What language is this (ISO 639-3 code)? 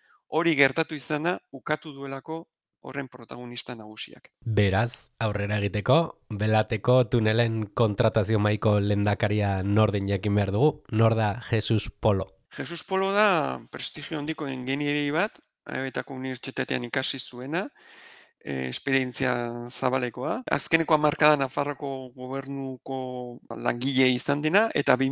eus